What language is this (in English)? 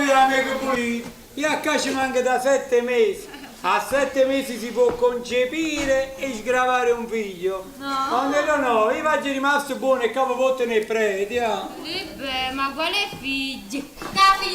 Neapolitan